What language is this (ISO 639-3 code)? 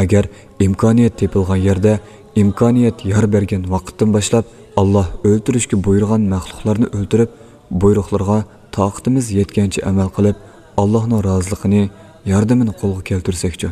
uig